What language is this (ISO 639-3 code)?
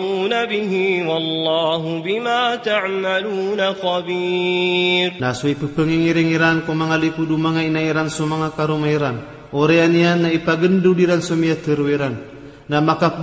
mrw